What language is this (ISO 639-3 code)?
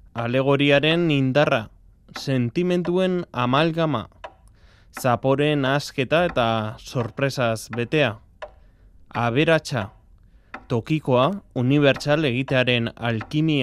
eus